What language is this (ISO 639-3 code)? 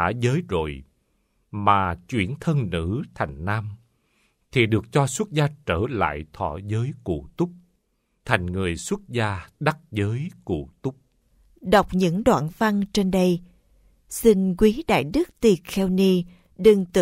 vie